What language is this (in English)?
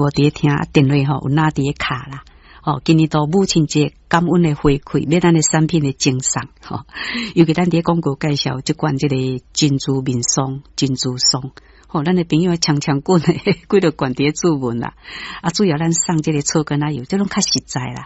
Min Nan Chinese